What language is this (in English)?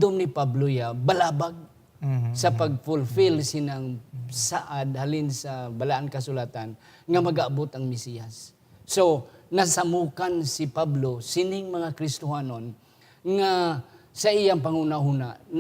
Hiligaynon